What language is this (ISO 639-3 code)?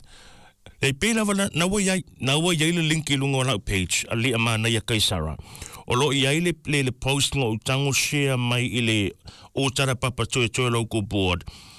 smo